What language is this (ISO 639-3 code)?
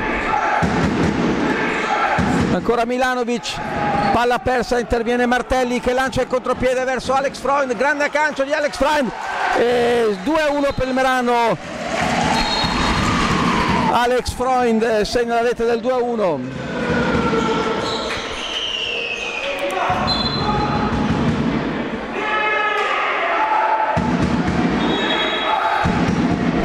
ita